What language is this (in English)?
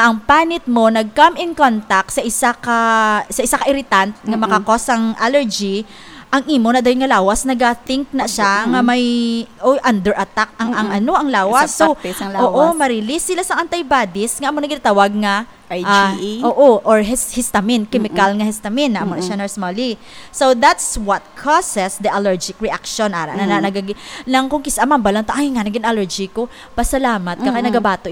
Hiligaynon